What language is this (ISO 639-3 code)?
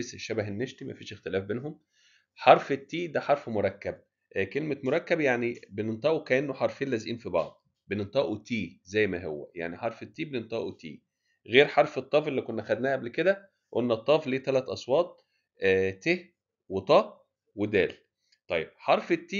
arz